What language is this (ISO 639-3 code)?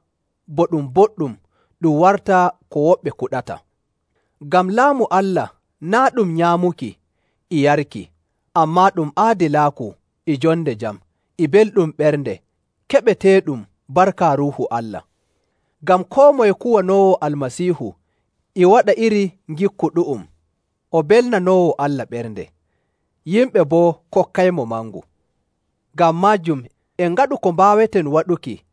fuv